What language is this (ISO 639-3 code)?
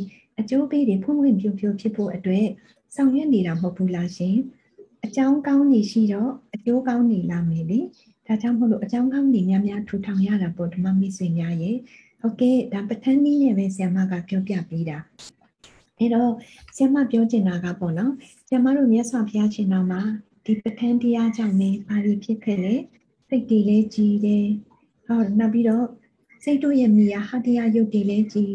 mya